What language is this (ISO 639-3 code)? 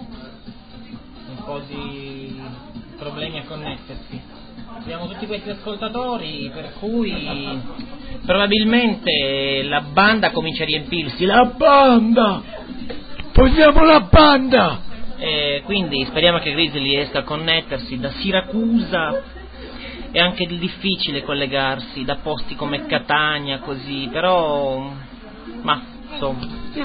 ita